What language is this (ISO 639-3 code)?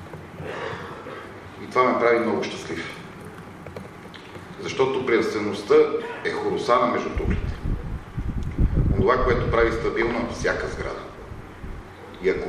bul